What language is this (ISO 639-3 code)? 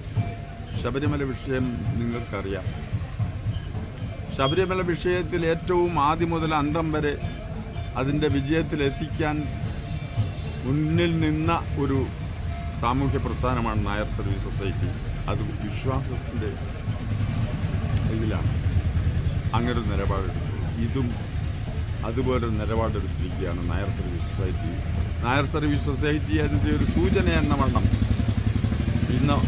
mal